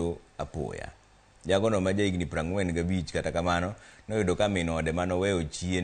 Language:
Luo (Kenya and Tanzania)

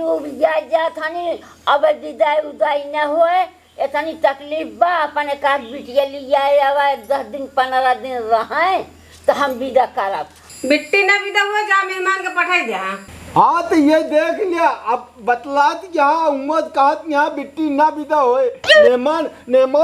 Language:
Awadhi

